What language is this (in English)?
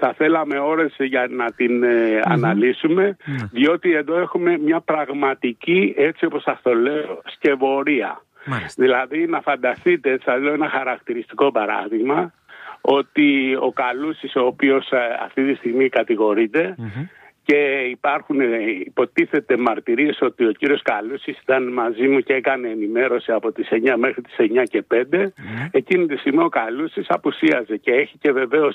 Greek